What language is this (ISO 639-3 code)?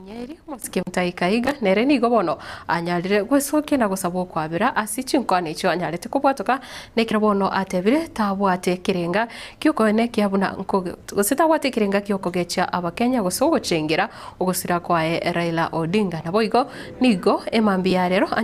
guz